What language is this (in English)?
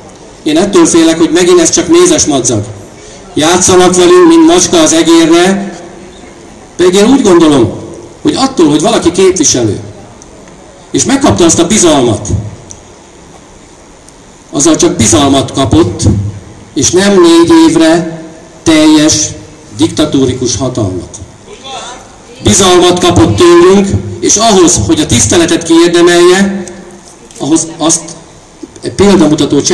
Hungarian